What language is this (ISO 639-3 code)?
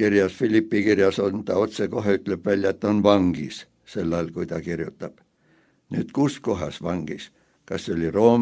est